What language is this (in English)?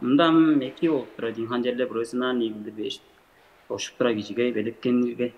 Tuvinian